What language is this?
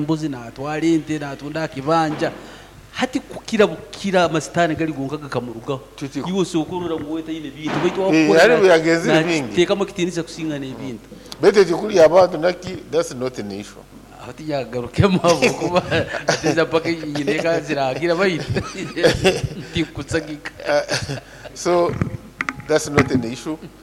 Nyoro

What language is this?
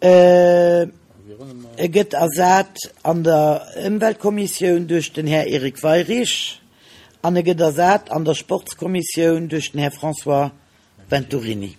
Luxembourgish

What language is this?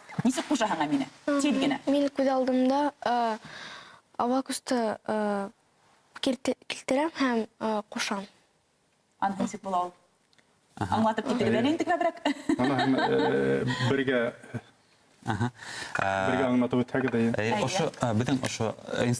Bashkir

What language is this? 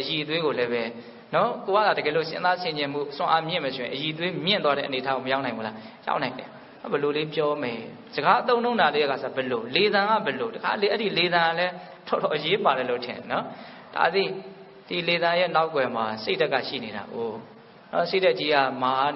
Burmese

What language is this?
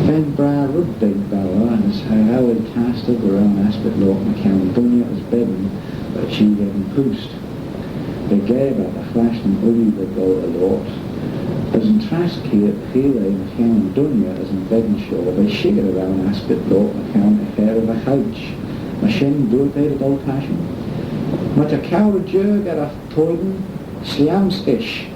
Manx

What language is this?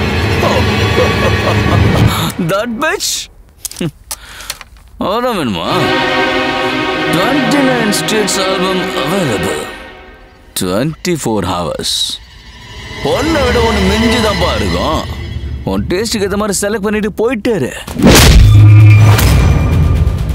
Tamil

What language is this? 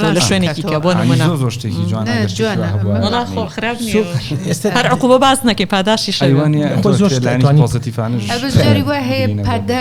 Central Kurdish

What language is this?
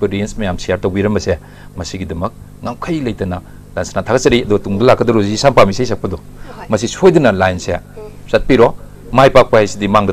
Manipuri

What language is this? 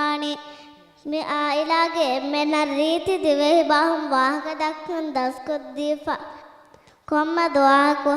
Divehi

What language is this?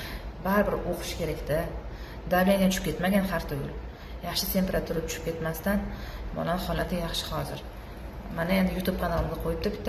Uzbek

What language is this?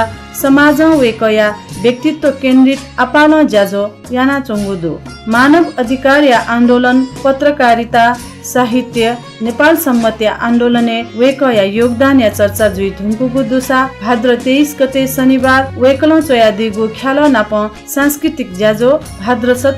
Newari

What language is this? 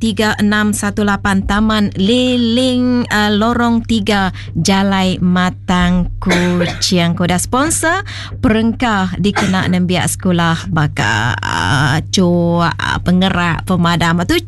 Iban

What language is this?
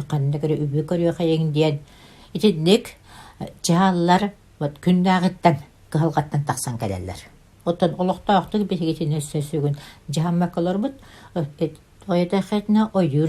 Yakut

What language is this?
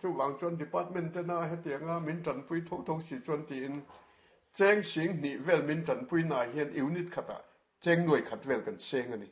Mizo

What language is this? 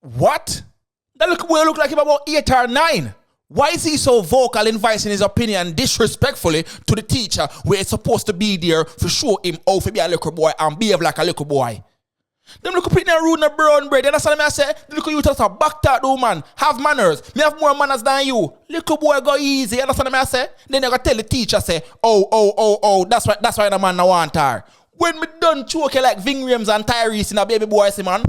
Jamaican Creole English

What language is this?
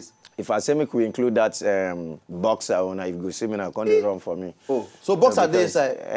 Nigerian Pidgin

